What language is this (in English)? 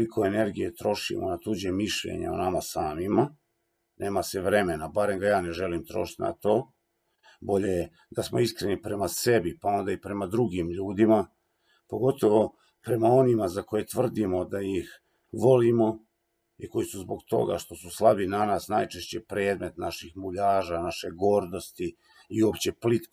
Croatian